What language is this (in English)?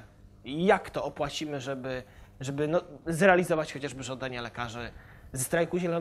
Polish